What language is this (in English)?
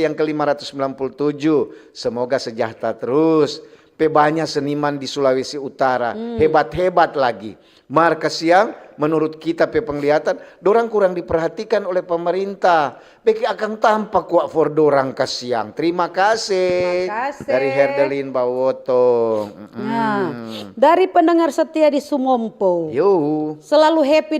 Manado Malay